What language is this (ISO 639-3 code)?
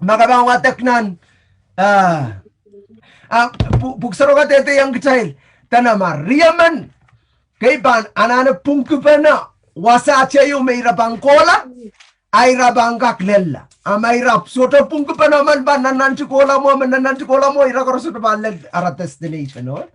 pon